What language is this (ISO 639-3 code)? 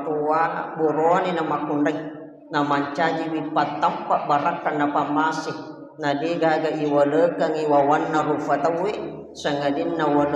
bug